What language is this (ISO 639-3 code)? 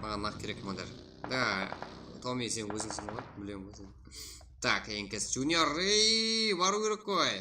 kaa